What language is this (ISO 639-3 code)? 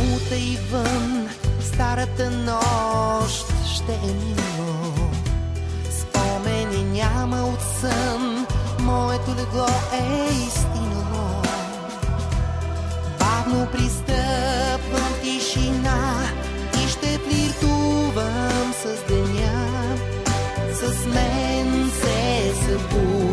bul